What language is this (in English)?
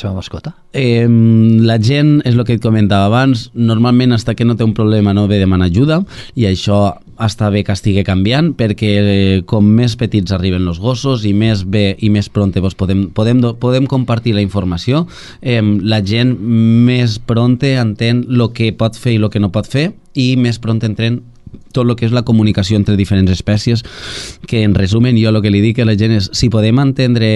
Catalan